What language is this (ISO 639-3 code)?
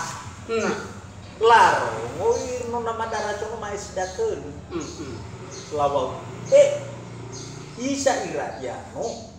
nia